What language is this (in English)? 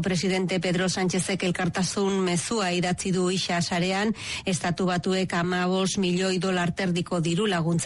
Basque